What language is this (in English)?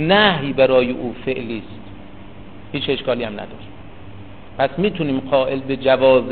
Persian